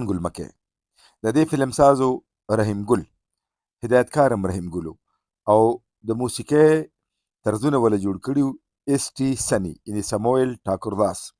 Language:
Pashto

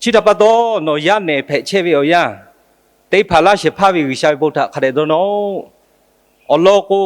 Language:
Lahu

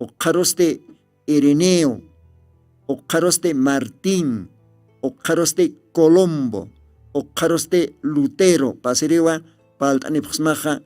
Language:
Aymara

